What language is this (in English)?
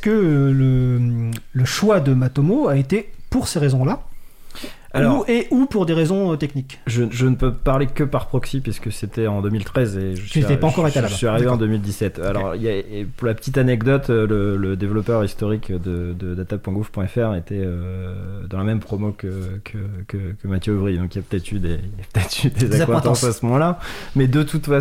French